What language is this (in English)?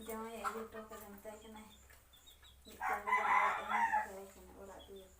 Santali